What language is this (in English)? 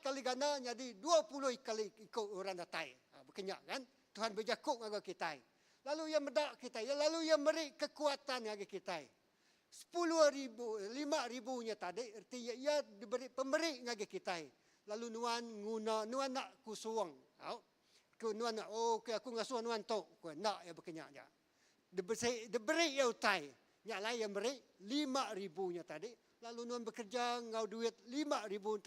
Iban